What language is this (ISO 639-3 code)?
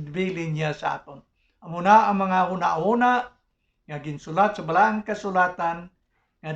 hil